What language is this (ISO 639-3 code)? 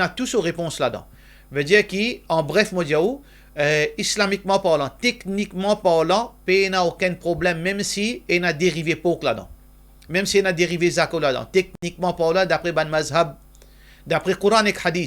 mfe